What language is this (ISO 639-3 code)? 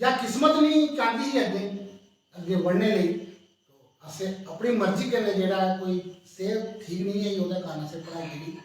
doi